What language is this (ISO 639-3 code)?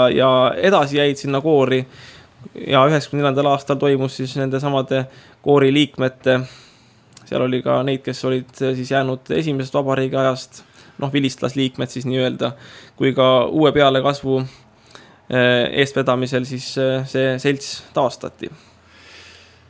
est